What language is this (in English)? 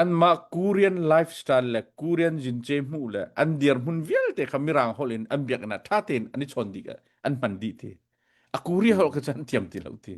Hakha Chin